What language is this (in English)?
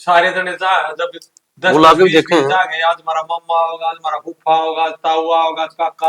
Haryanvi